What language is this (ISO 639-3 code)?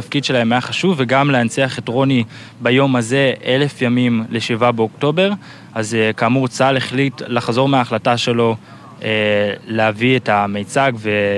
heb